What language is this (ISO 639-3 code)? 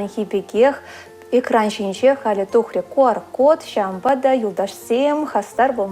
chv